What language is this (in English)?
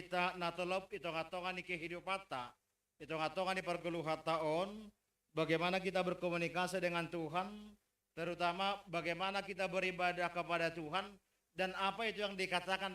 Batak Simalungun